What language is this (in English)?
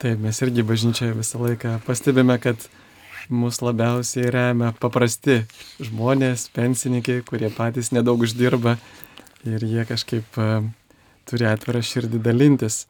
Lithuanian